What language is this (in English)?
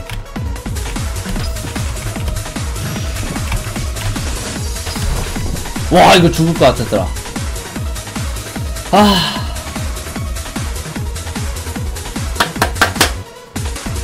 Korean